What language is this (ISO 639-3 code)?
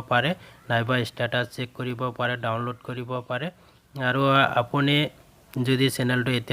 asm